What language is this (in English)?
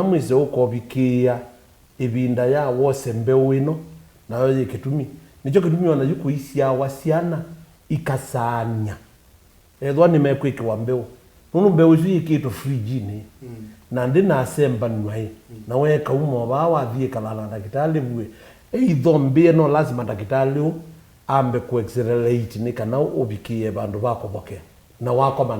Kamba